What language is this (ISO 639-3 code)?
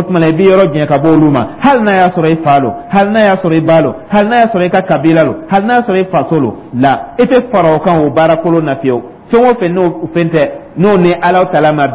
dyu